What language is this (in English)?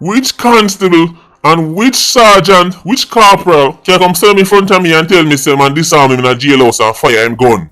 Jamaican Creole English